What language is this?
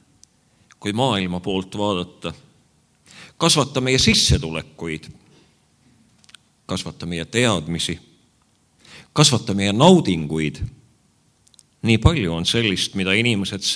Estonian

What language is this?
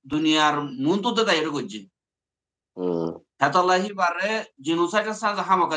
Rohingya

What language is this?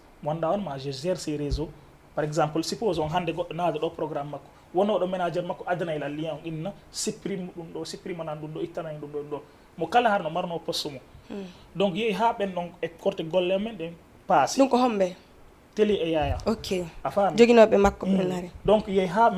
Fula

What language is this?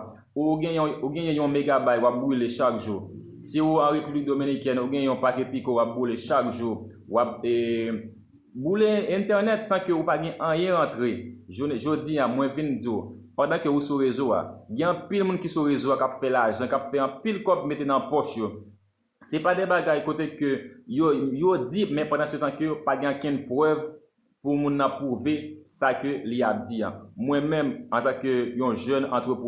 Haitian Creole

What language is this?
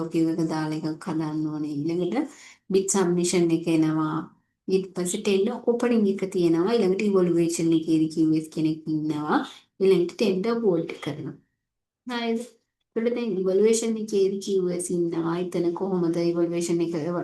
Sinhala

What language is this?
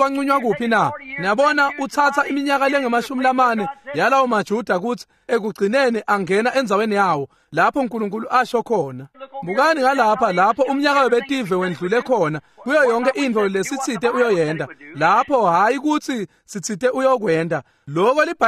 Swati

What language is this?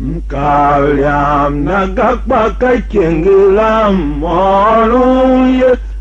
Tiv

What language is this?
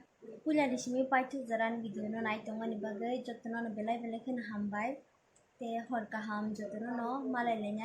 Kok Borok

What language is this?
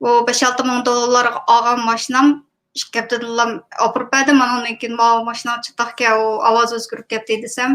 Uyghur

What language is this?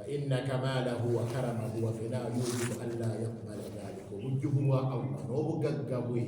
Ganda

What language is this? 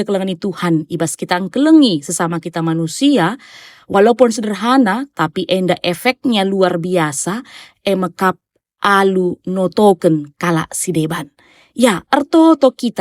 Batak Karo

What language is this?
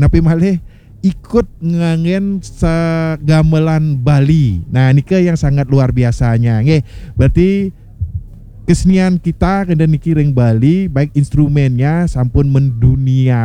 Balinese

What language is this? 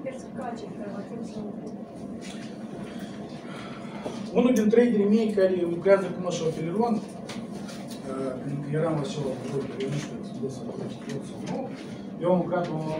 Romanian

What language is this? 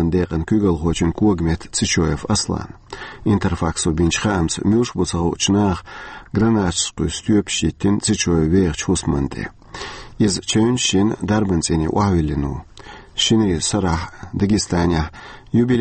Chechen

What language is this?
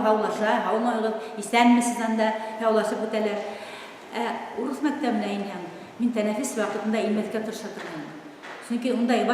Bashkir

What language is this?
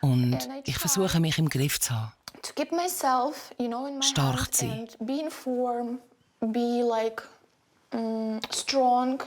Swiss German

